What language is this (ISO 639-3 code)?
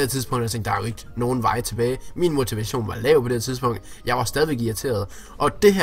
dan